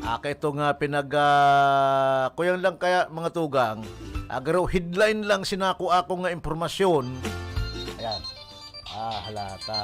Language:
Bikol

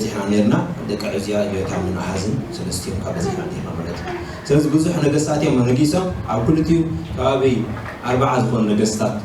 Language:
Tigrinya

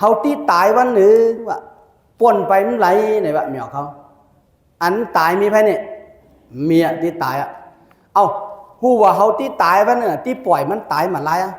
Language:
Shan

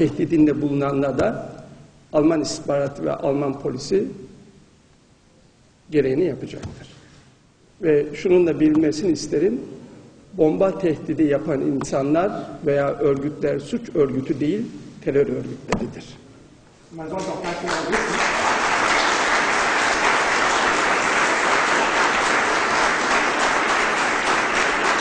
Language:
Turkish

